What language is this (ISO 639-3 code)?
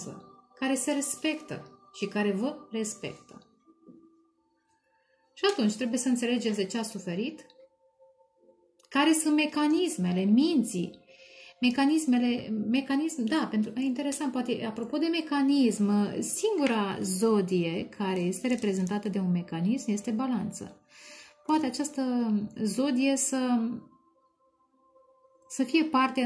ron